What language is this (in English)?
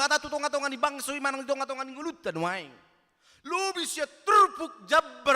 Batak Toba